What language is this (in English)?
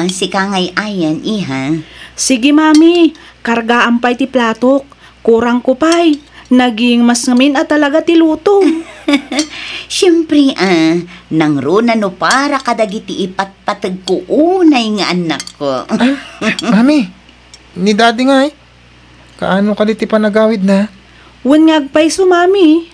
Iloko